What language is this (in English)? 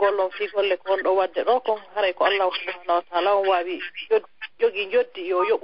Fula